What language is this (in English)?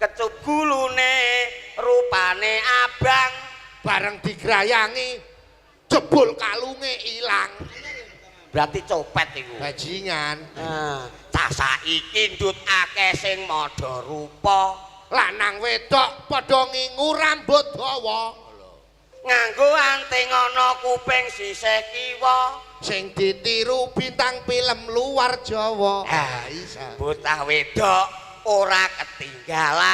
Javanese